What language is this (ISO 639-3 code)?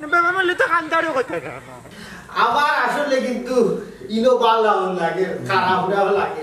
syl